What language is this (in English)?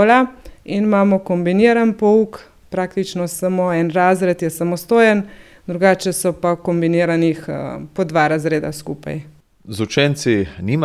Slovenian